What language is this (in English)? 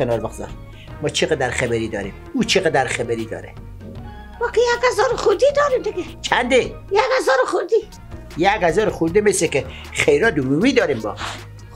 Persian